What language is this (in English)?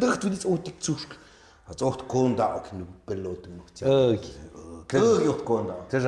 Tlahuitoltepec Mixe